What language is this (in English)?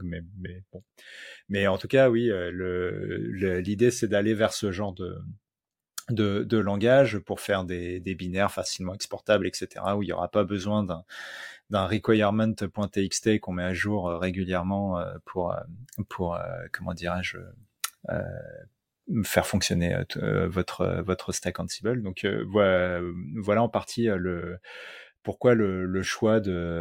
French